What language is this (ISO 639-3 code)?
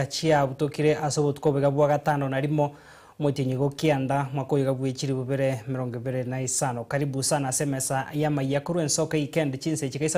guz